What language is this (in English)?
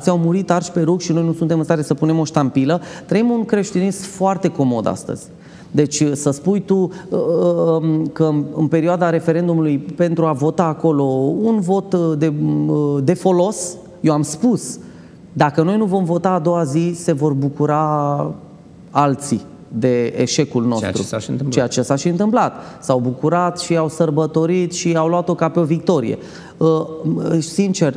Romanian